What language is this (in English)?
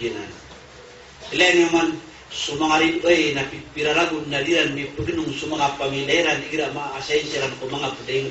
Maranao